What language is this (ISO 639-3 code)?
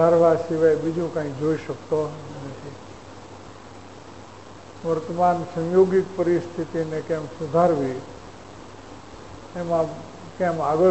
guj